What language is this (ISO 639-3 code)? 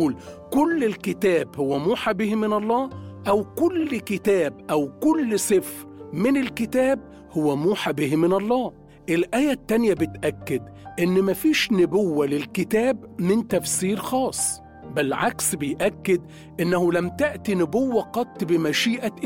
arz